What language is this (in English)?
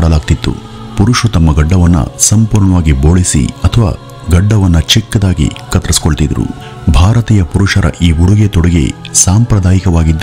Kannada